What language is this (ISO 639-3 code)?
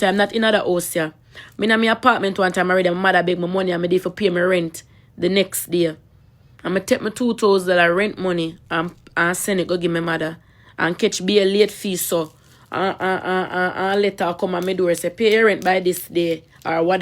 jam